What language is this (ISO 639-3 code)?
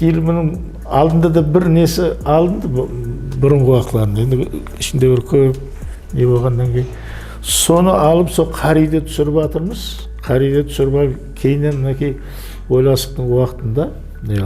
kaa